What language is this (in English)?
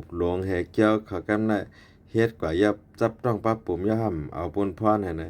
Shan